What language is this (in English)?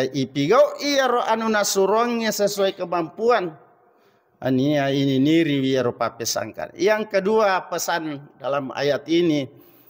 Buginese